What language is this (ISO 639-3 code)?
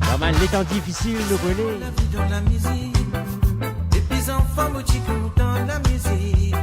mfe